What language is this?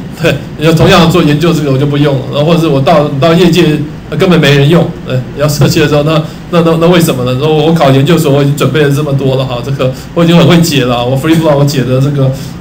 Chinese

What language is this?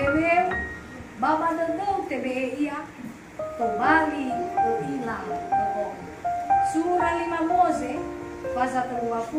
Nias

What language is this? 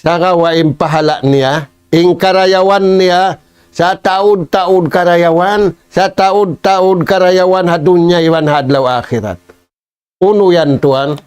Tausug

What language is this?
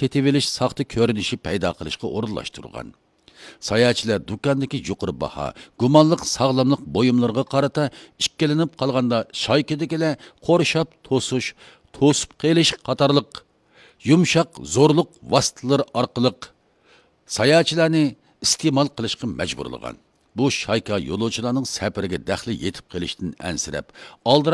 Uyghur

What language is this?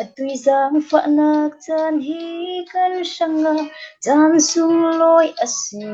Falam Chin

